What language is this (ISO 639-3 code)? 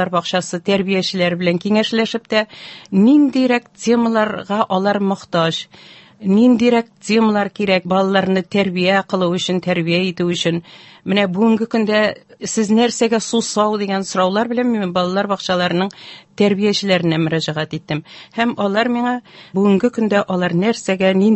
tat